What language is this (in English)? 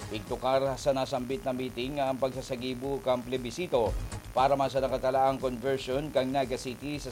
Bikol